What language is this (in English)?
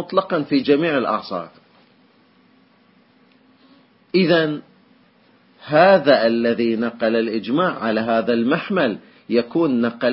Arabic